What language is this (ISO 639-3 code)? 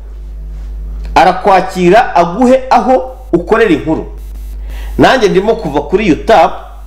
kin